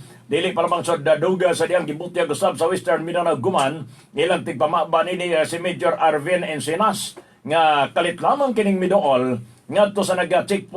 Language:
Cebuano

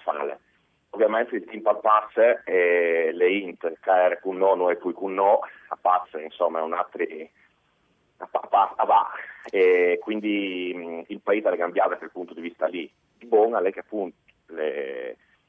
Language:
Friulian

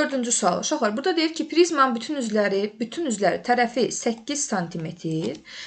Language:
Azerbaijani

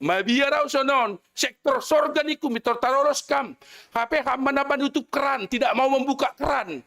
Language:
Batak Simalungun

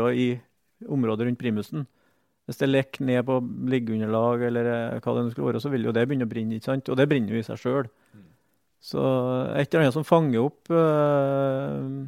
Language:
Norwegian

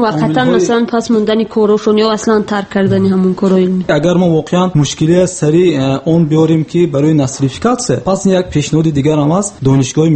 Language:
Tajik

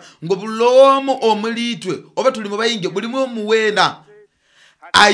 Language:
Nyoro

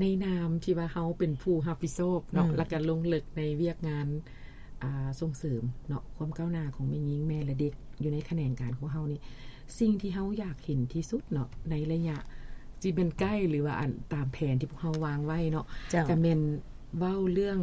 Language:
Lao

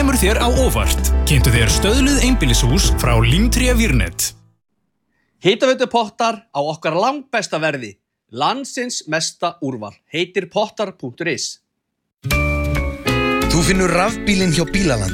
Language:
Icelandic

